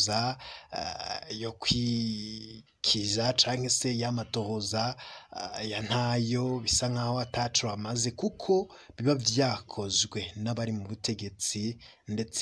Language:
Rundi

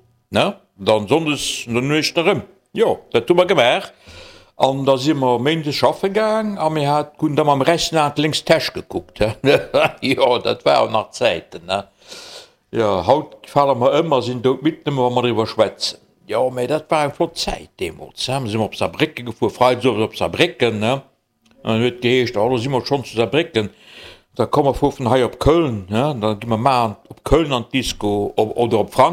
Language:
Luxembourgish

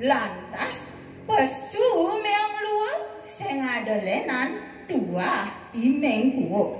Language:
Balinese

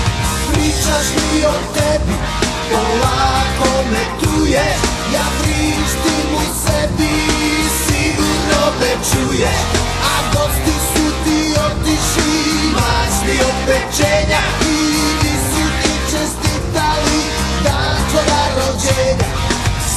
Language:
Serbian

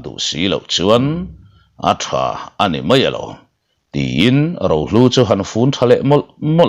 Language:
Mizo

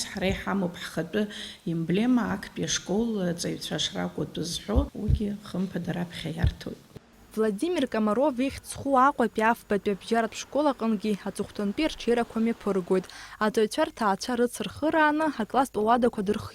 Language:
Abkhazian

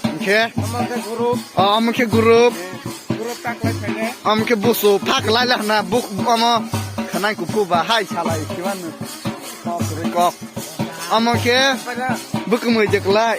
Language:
Kok Borok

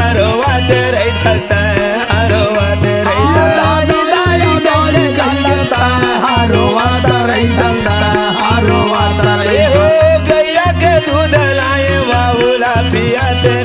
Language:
Chhattisgarhi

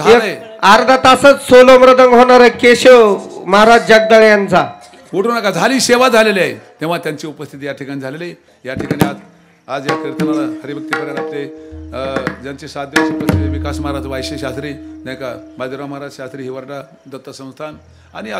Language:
Marathi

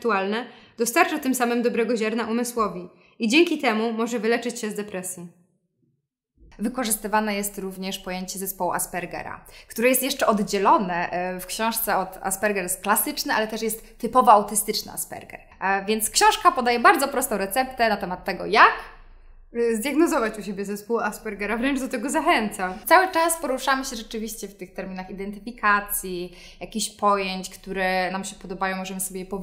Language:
Polish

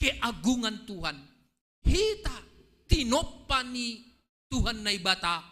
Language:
Batak Simalungun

